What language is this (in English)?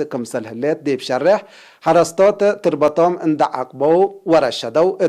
Tigre